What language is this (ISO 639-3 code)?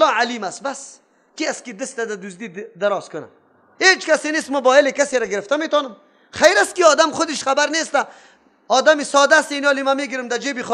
fas